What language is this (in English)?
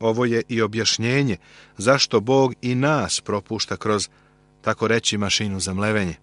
Serbian